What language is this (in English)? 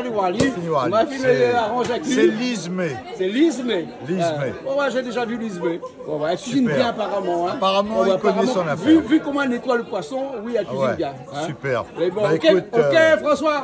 Réunion Creole French